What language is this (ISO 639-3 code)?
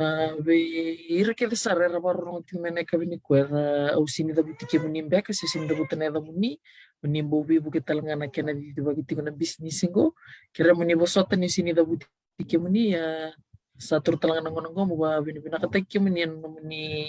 fij